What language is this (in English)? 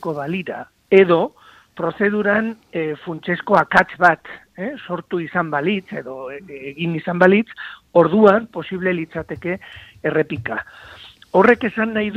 Basque